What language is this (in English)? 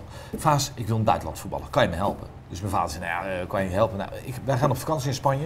Dutch